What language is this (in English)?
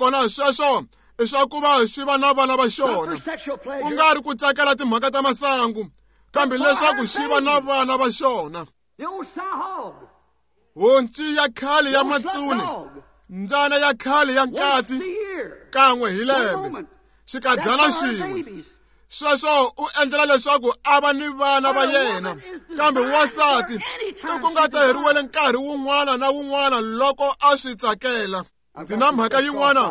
Tsonga